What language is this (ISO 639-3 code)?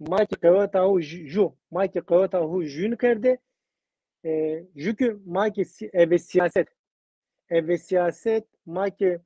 zza